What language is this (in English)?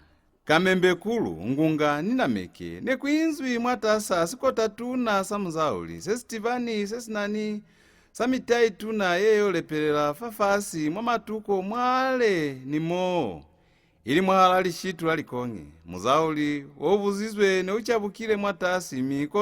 Lozi